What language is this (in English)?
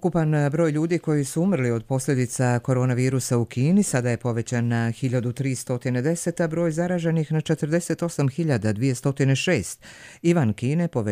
Bosnian